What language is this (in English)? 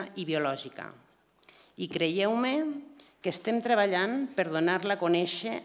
Catalan